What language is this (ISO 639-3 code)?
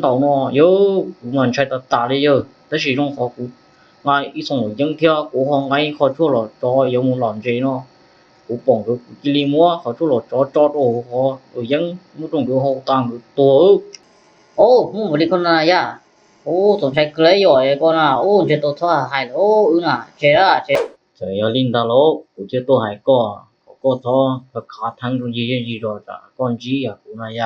hmn